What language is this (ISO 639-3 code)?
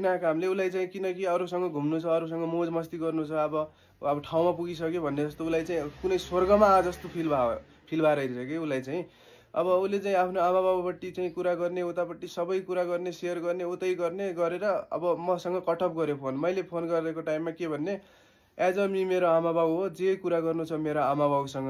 nep